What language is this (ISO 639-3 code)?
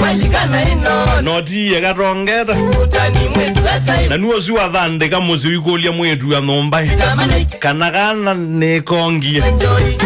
kam